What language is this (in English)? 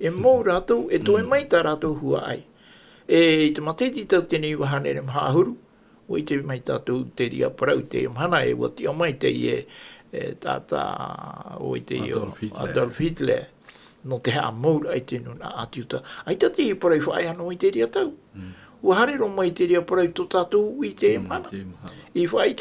Tahitian